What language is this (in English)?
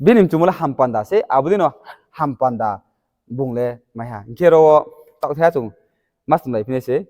Riang (India)